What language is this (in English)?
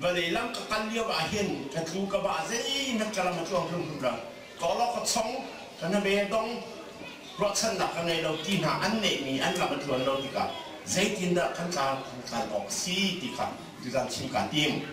Hakha Chin